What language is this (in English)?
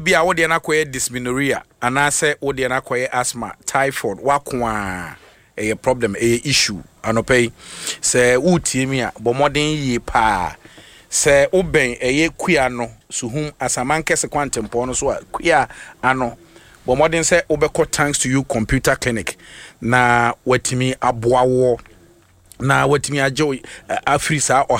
Akan